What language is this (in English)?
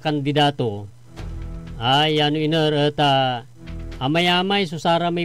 Pangasinan